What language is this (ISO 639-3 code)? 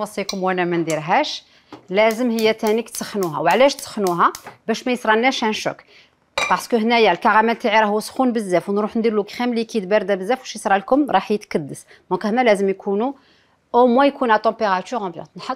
arq